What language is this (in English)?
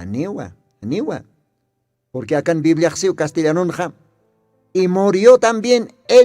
Aymara